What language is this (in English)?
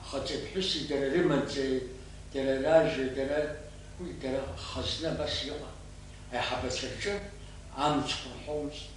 Abkhazian